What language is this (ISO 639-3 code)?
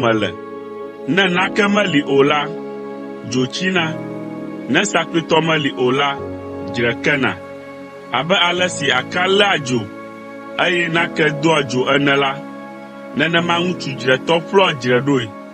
ewe